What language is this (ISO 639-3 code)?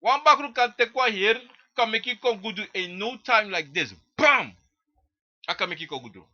srn